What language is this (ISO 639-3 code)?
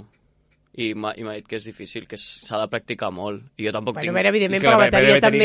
cat